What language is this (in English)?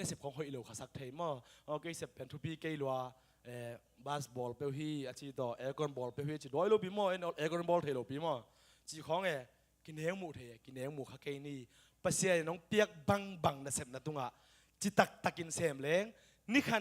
Tedim Chin